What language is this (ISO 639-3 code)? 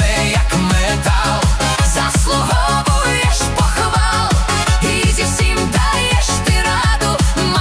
ukr